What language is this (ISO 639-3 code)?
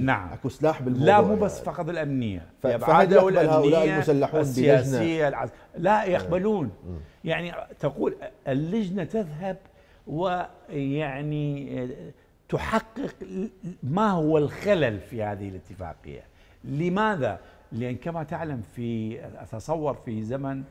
acm